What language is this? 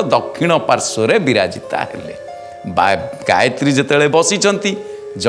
Odia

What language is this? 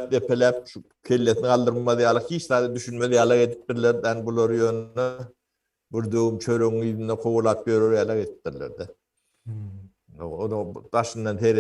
Turkmen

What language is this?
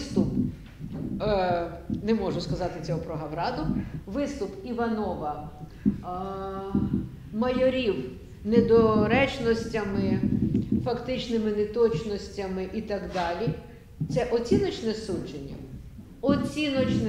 Ukrainian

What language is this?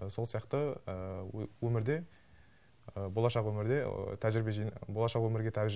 Kazakh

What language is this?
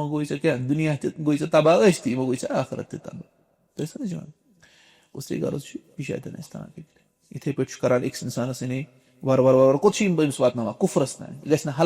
Kashmiri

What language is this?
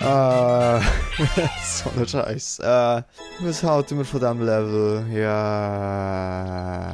Swiss German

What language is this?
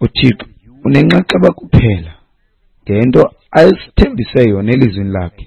Xhosa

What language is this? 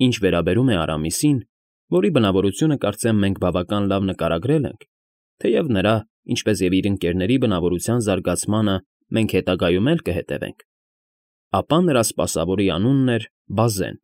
Armenian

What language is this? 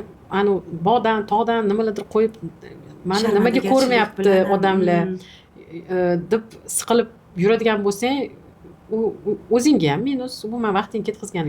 Uzbek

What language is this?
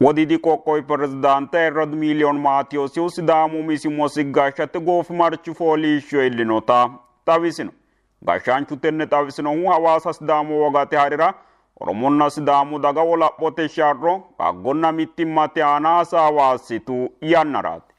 Sidamo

